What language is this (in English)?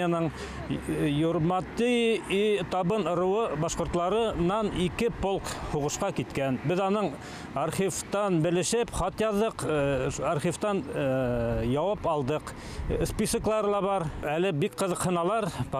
Bashkir